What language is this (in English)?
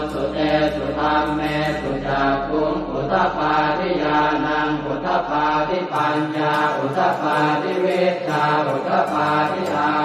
Pali